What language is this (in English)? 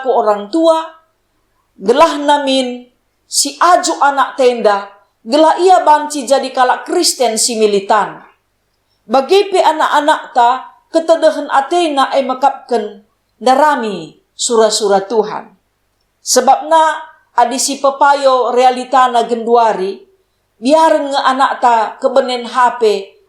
Batak Karo